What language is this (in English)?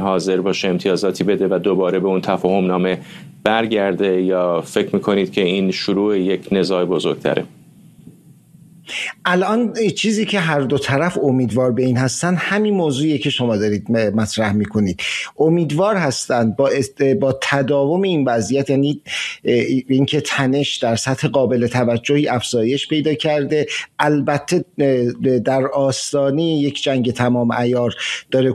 Persian